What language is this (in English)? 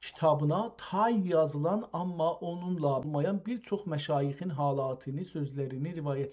South Azerbaijani